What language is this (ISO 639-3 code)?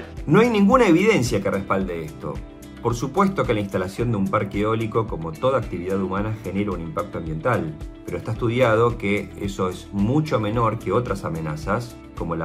spa